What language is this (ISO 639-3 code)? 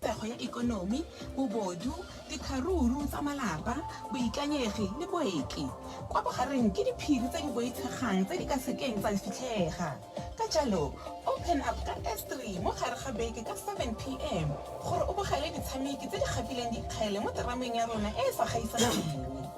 tsn